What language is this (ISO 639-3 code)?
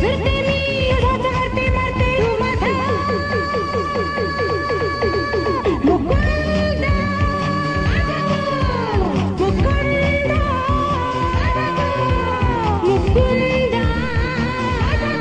mar